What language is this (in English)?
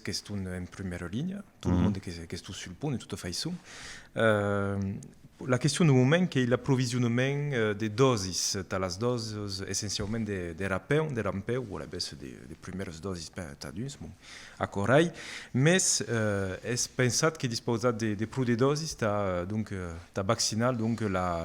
Occitan